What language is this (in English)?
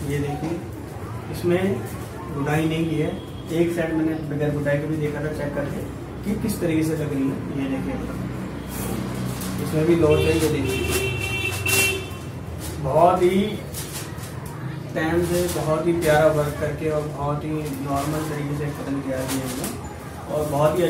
Hindi